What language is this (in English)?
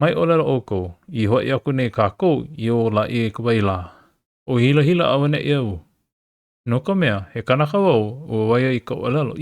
Hawaiian